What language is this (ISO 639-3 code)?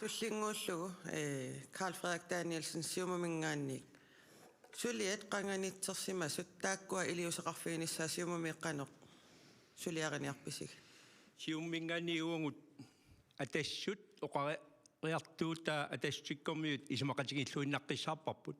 kal